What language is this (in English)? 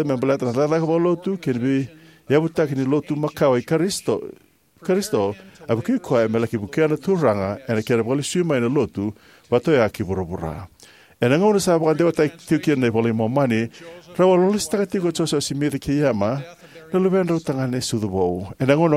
Fijian